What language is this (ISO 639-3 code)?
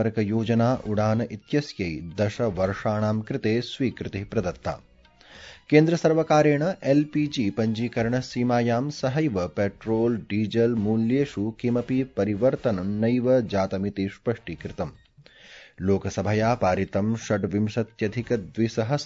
san